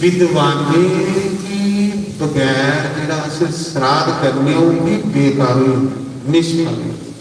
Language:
Dogri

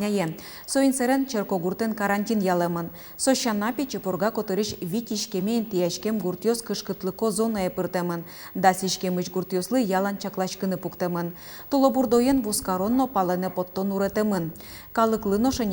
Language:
Udmurt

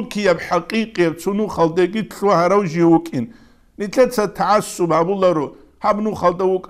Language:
Avaric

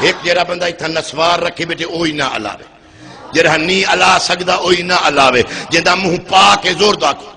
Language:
Saraiki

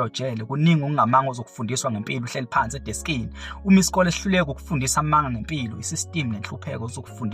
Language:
Zulu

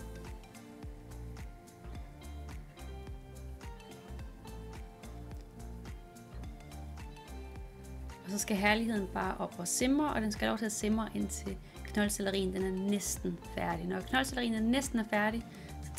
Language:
Danish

